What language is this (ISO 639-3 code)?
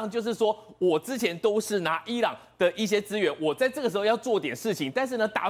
zho